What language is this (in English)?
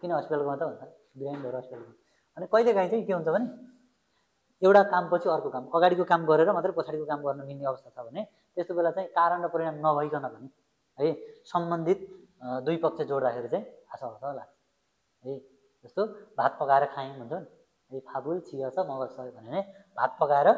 Nepali